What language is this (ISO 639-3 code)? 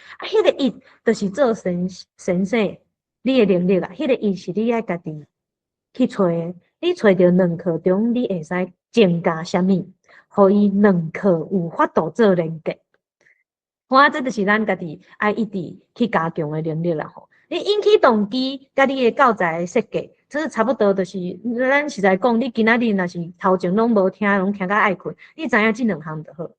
nan